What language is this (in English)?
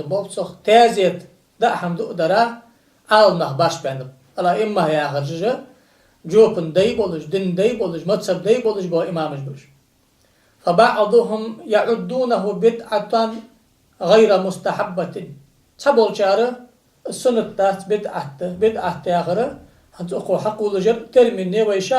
Ingush